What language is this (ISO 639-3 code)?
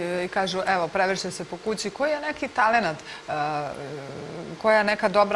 srp